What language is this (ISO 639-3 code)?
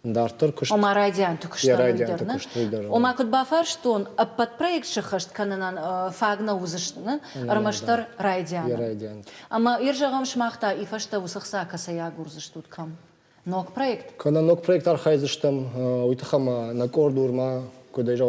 oss